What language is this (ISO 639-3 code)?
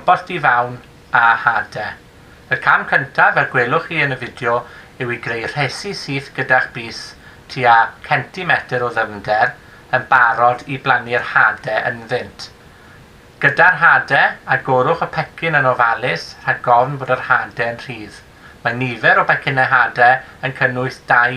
cym